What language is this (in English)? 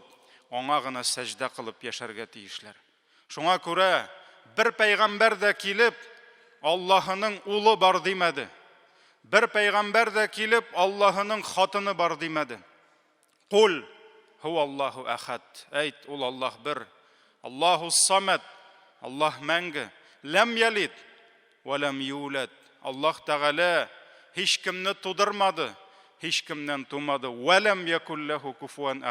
Tatar